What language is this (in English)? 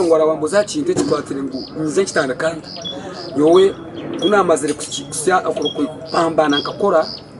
Nyankole